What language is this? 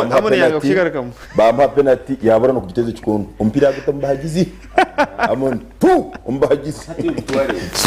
Nyankole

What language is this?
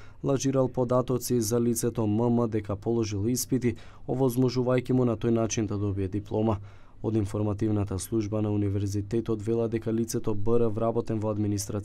Macedonian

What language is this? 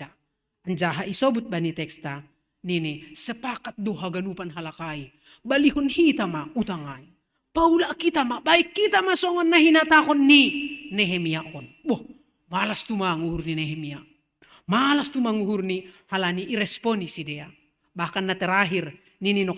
Batak Simalungun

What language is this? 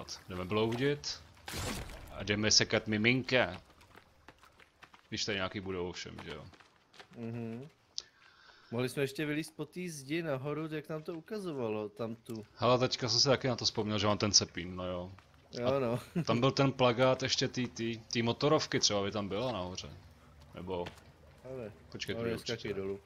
Czech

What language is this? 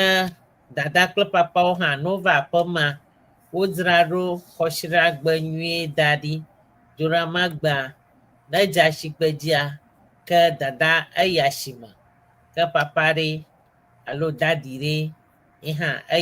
Ewe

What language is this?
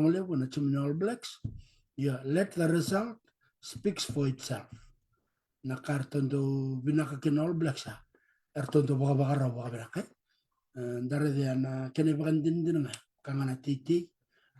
Fijian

